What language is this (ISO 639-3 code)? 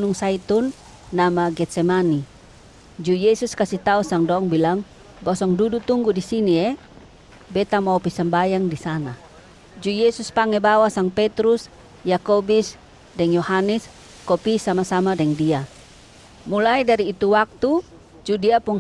mkn